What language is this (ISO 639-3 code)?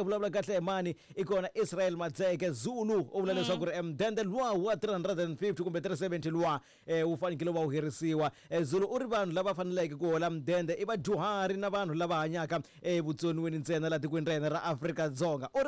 tso